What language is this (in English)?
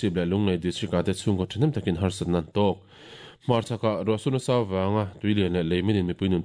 Mizo